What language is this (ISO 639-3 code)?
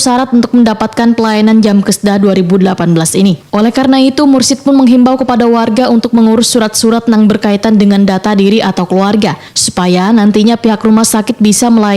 bjn